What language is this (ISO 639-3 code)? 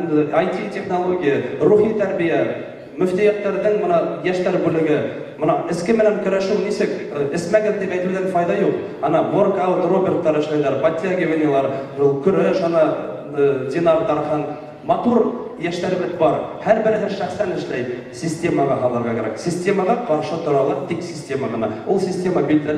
bak